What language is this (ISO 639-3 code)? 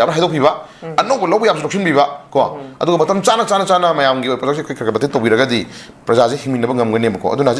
mni